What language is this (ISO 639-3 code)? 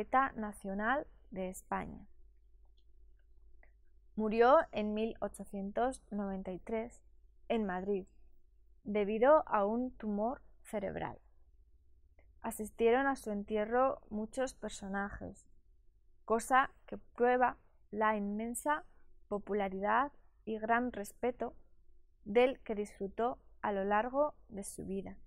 spa